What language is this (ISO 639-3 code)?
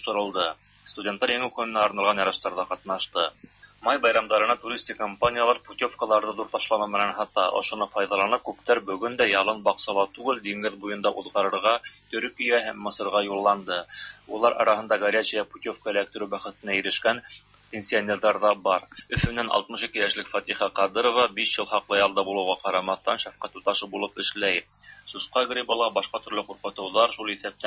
tat